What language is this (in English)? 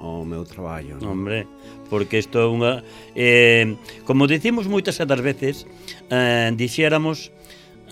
Galician